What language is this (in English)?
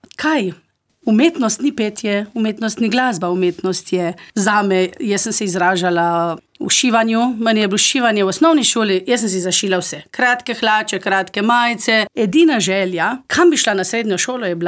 Slovenian